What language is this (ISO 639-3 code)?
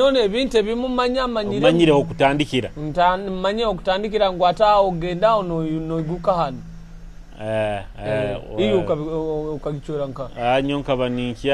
nyo